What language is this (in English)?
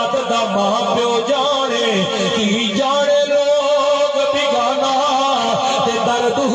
Saraiki